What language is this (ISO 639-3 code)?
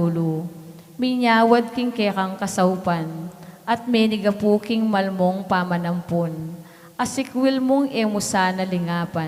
pam